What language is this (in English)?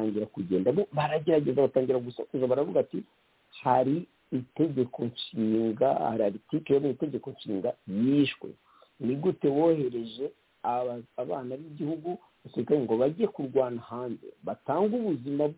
Kinyarwanda